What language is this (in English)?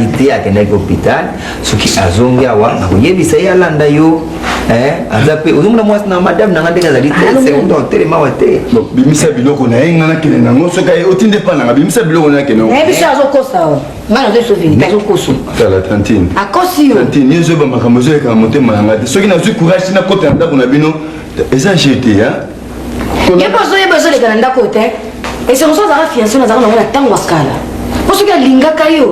Lingala